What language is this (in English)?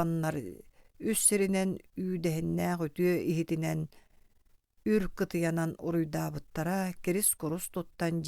Yakut